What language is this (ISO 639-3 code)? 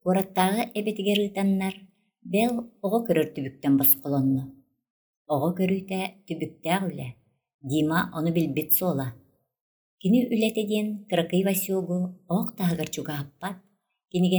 sah